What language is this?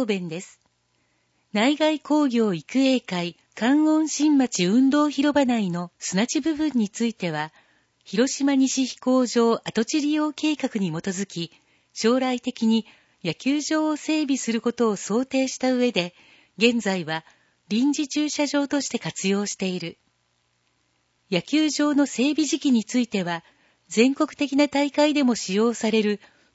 Japanese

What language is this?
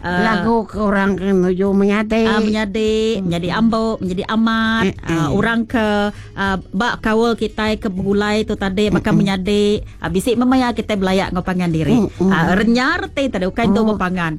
Iban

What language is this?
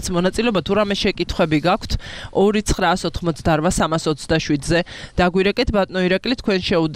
Georgian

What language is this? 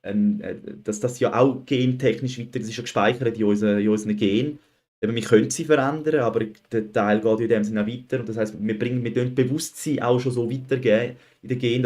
Swiss German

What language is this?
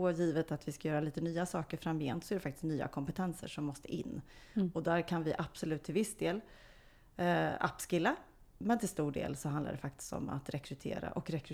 Swedish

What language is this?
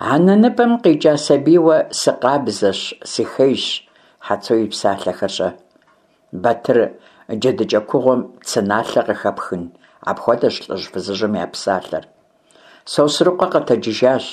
Kabardian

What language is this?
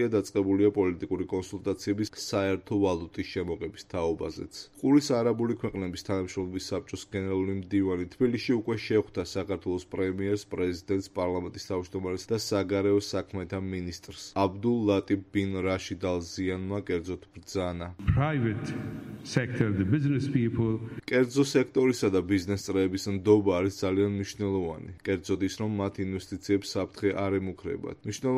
Georgian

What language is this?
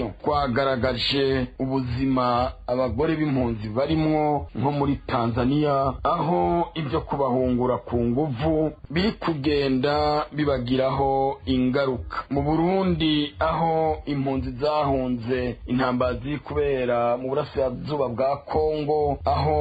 Rundi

